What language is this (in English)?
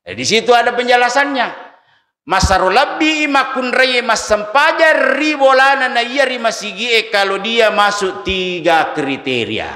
Buginese